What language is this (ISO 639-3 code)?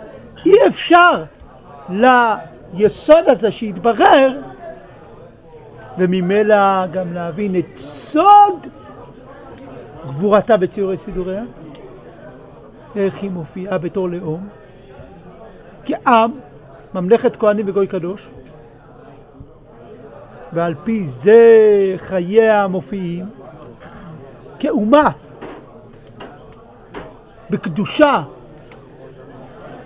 heb